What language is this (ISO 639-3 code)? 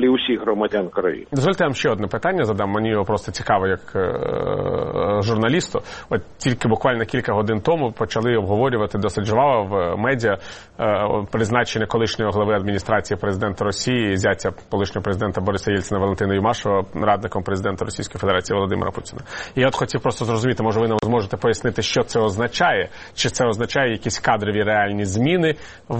ukr